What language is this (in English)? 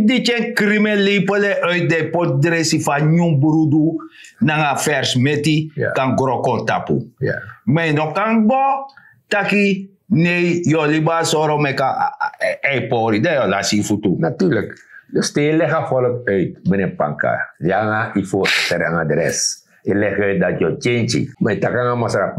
Sranan Tongo